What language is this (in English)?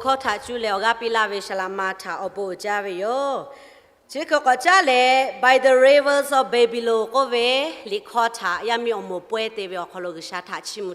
Lahu